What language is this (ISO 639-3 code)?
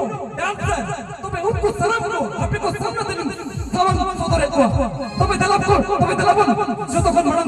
sat